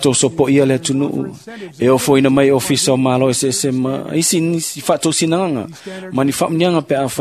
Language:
Samoan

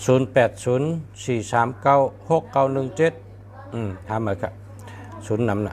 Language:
Shan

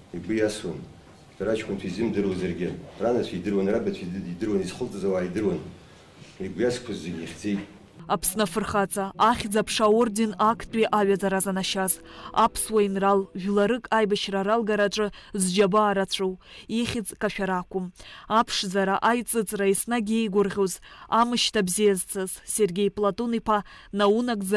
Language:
Abkhazian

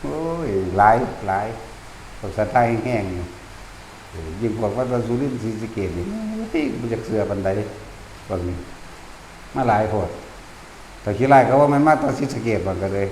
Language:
Northeastern Thai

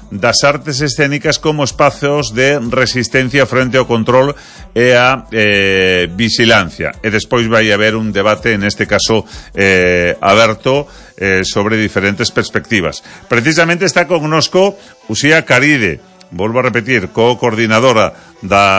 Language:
Galician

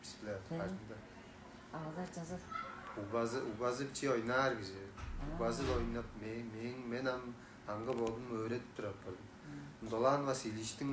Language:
Tuvinian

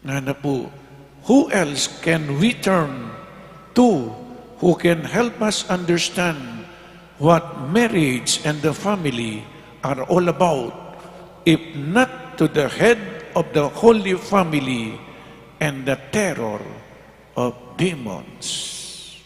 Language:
Pampanga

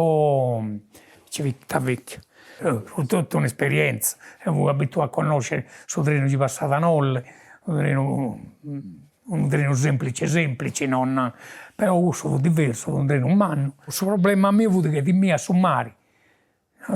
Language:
Sardinian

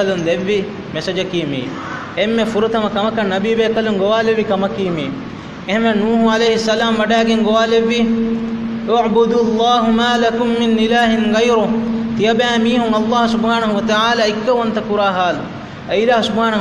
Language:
Divehi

